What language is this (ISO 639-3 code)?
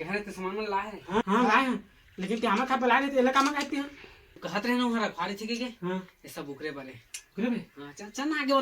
hne